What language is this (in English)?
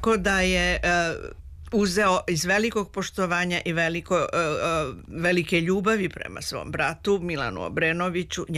Serbian